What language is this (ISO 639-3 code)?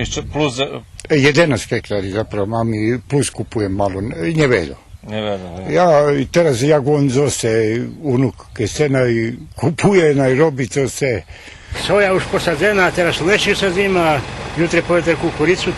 rue